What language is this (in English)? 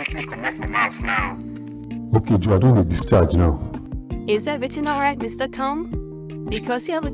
Nigerian Pidgin